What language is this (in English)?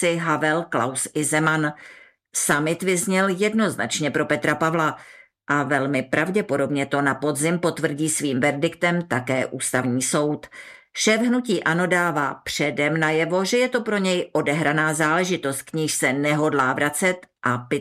Czech